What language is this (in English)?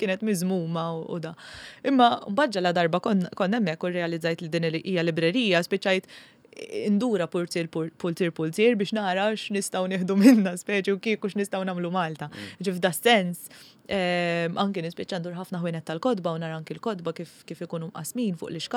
Maltese